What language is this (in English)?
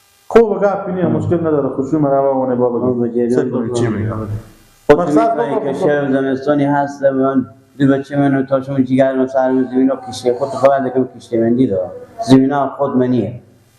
Persian